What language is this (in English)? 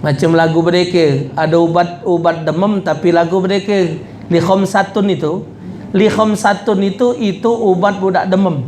Musi